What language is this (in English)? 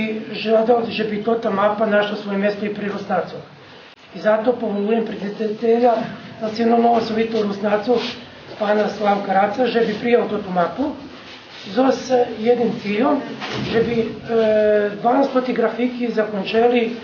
Rusyn